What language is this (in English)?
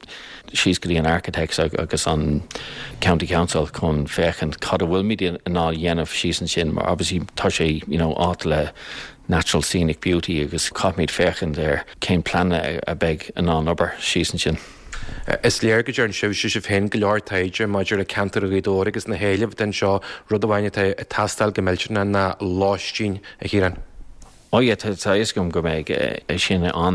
Irish